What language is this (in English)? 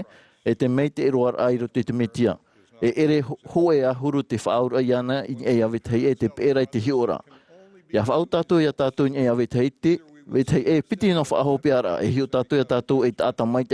Tahitian